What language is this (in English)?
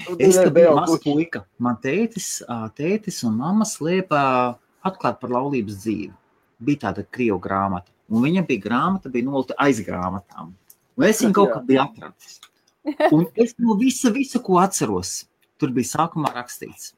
Latvian